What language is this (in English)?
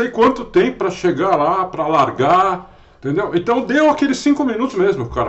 Portuguese